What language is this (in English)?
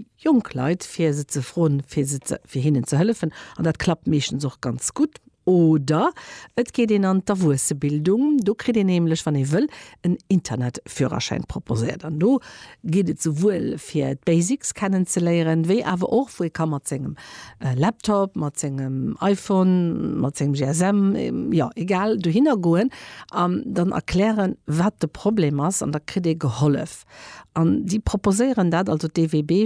Luxembourgish